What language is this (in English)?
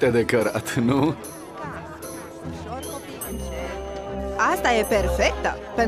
Romanian